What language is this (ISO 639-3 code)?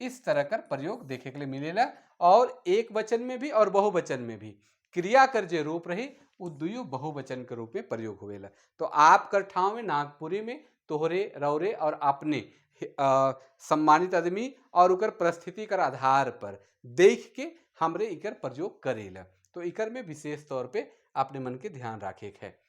sck